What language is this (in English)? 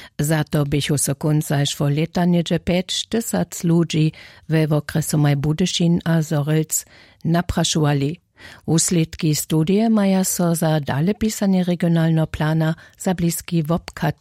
Upper Sorbian